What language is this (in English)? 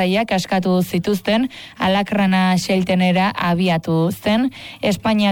Basque